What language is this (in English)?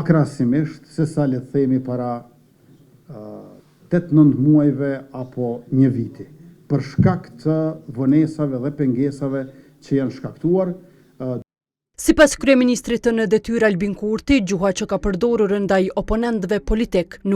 Albanian